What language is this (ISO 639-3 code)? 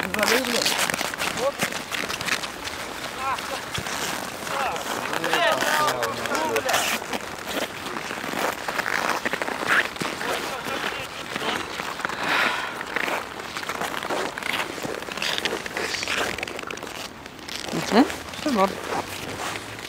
rus